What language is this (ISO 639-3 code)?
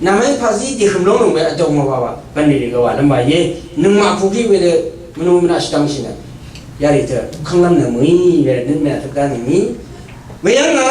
raw